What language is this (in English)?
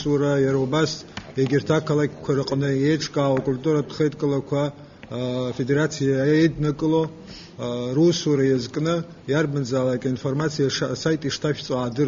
Abkhazian